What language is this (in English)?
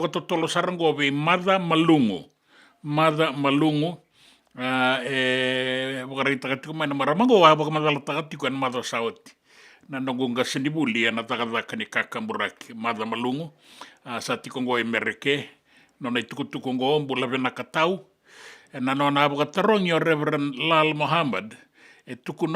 Fijian